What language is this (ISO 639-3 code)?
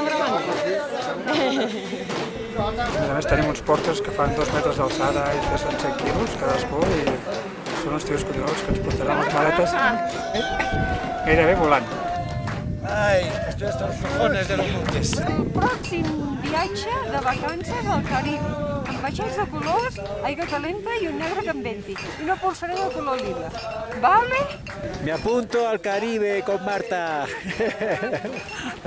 cat